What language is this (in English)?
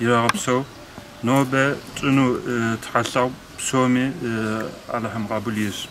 Kabardian